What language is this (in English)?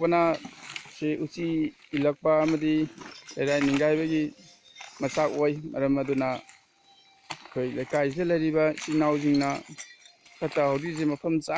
Manipuri